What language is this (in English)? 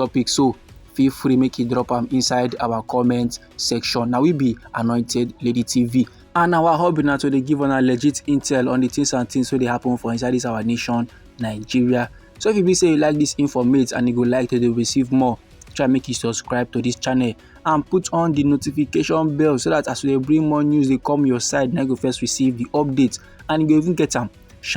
Nigerian Pidgin